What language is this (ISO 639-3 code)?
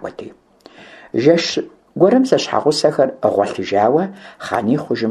kbd